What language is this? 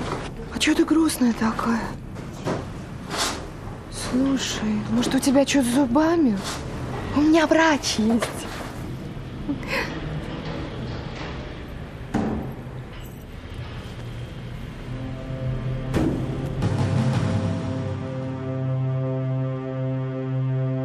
Russian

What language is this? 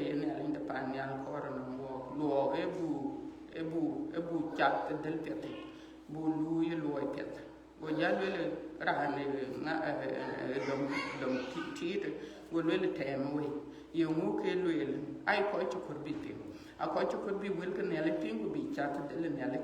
Dinka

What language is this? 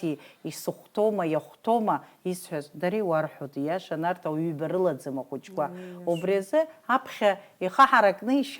Abkhazian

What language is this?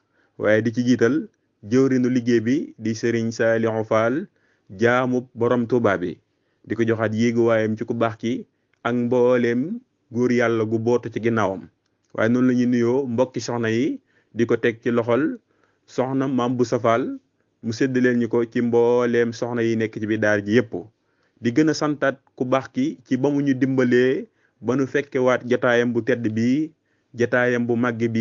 Wolof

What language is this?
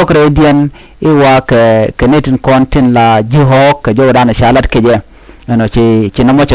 Nuer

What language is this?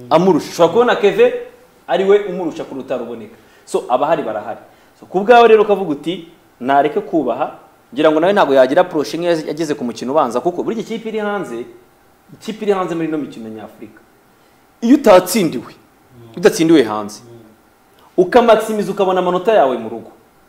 Kinyarwanda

